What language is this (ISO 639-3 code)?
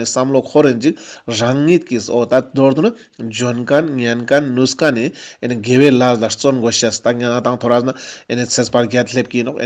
lbj